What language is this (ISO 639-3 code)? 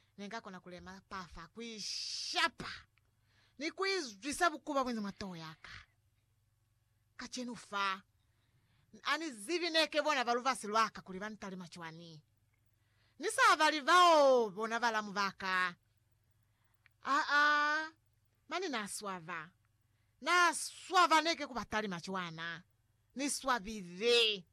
loz